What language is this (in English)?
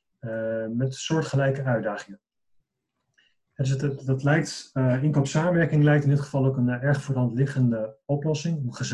Dutch